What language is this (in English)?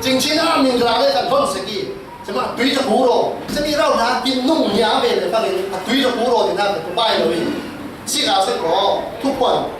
Falam Chin